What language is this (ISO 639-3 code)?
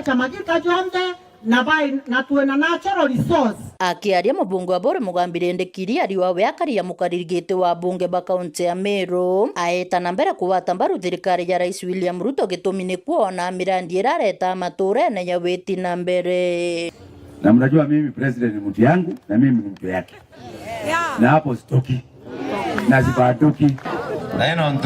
mer